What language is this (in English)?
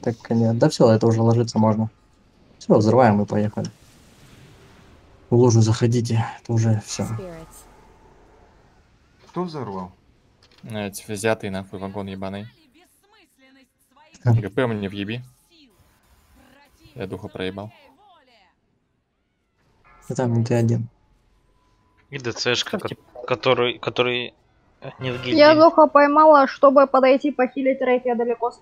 Russian